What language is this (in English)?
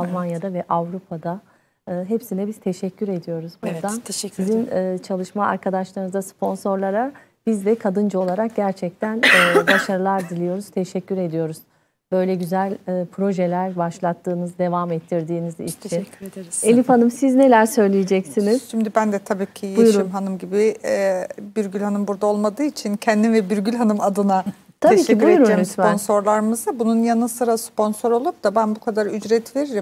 Turkish